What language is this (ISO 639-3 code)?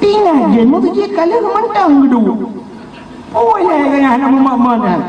ace